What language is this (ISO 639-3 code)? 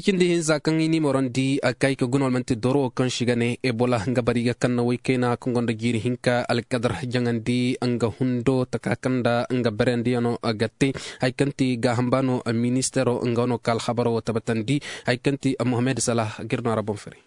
ses